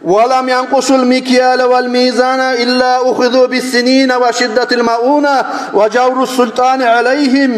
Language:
Kumyk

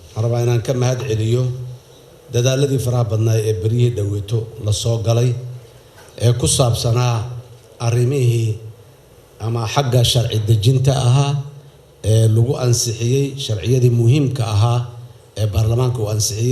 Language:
Somali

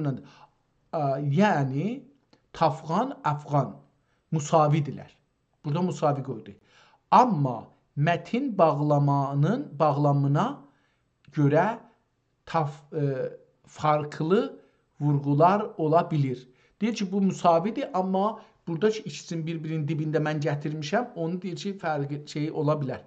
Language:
South Azerbaijani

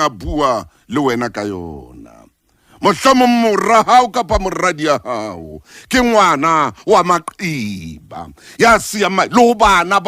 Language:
Southern Sotho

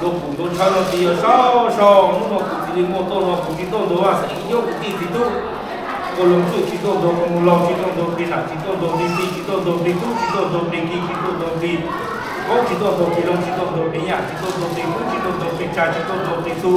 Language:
Hmong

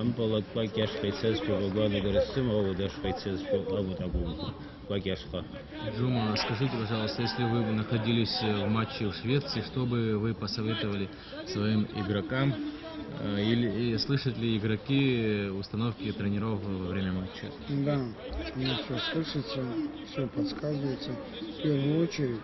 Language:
Abkhazian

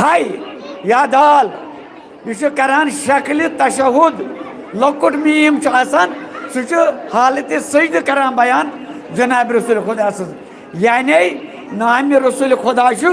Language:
Kashmiri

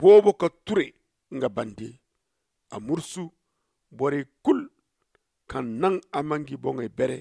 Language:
Zarma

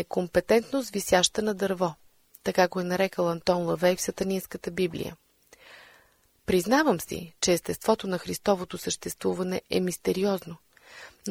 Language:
Bulgarian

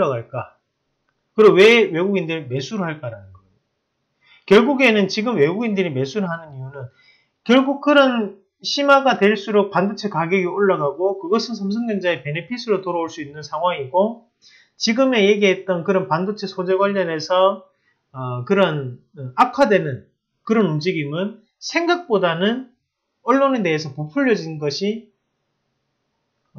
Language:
Korean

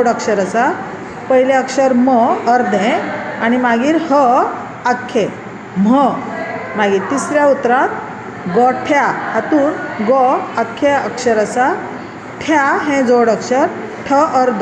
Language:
Konkani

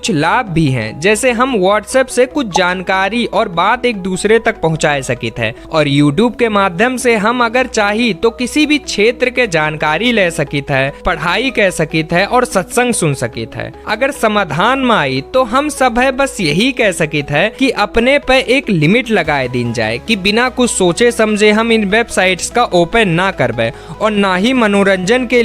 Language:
Awadhi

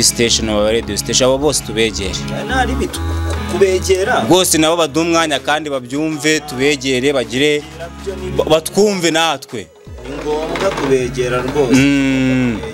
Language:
Kinyarwanda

